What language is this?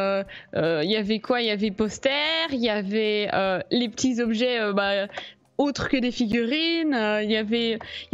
French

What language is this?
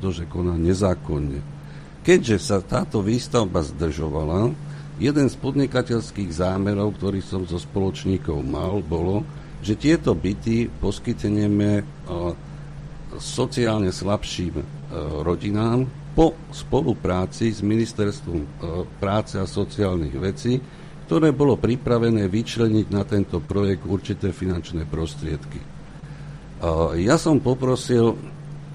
Slovak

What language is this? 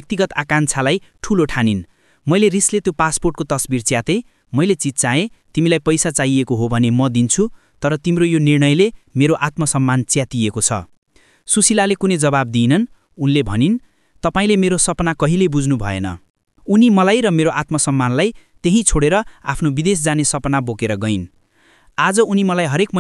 Nepali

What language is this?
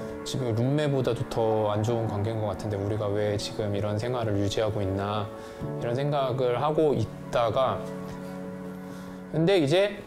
Korean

